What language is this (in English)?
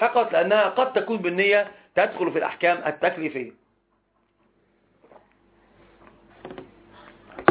Arabic